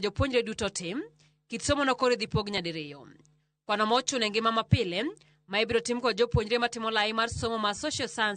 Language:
Luo (Kenya and Tanzania)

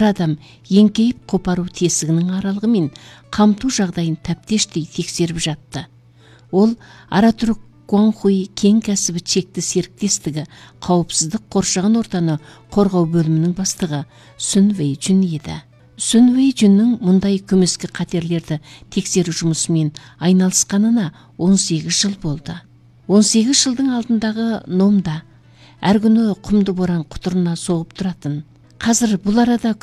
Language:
Kazakh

